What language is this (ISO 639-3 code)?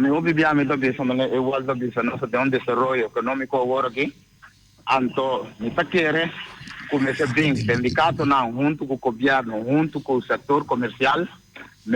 pap